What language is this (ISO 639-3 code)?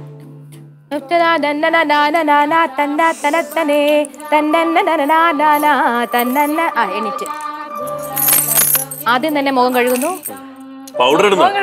mal